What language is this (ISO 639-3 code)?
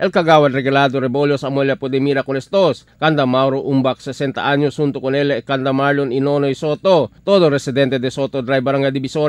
cbk